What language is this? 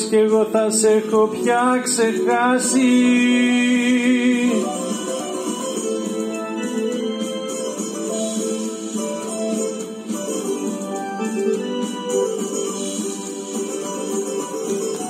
Greek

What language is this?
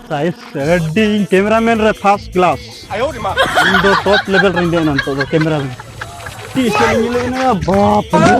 Santali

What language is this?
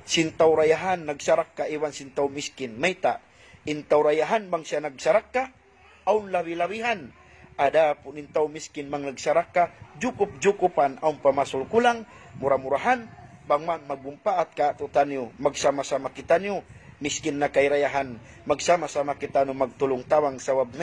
Tausug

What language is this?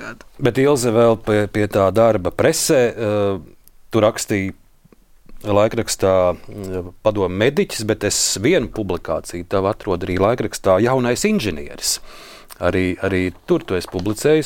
Latvian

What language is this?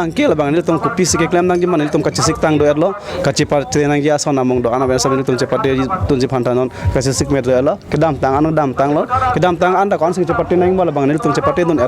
Karbi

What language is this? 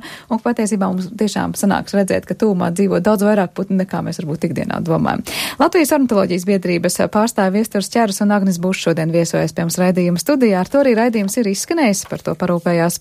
Latvian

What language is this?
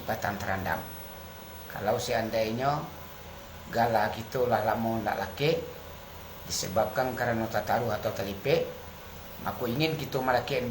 Minangkabau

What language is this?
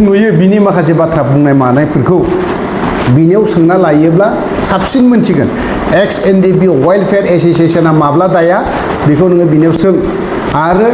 Bodo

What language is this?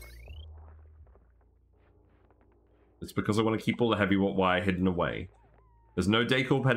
English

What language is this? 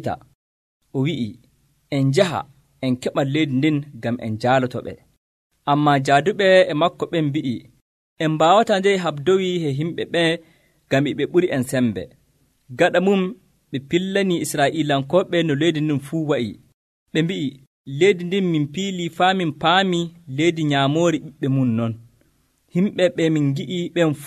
Nigerian Fulfulde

